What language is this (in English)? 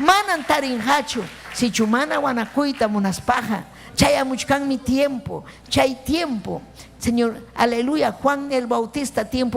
Ayacucho Quechua